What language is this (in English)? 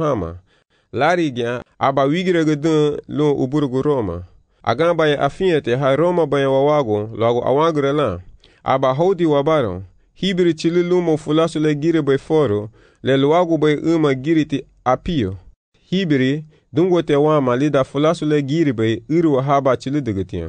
Garifuna